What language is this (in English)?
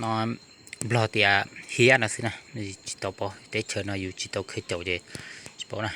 Hmong